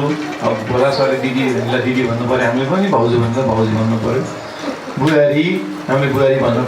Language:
Nepali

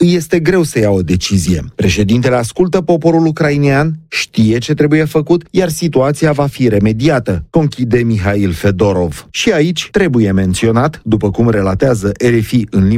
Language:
Romanian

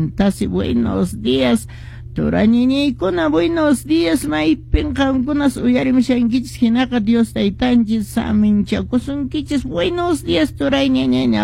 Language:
Quechua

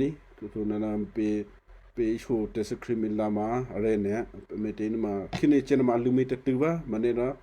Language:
Western Kayah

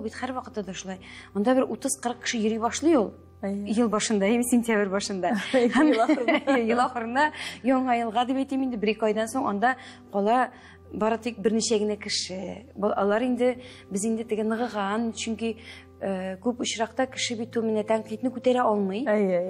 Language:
Tatar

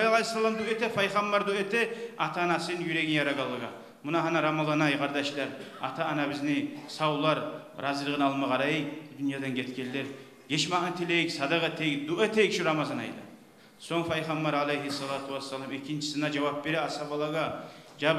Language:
Kumyk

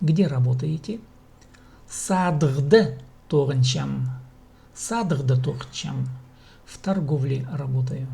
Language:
Khakas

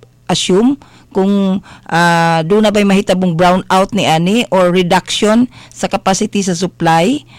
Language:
Cebuano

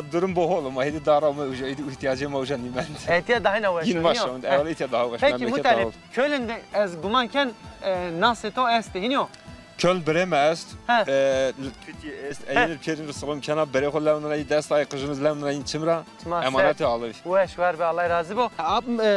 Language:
Zaza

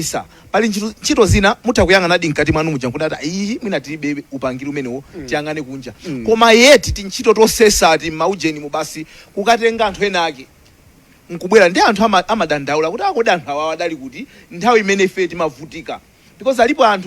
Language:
Nyanja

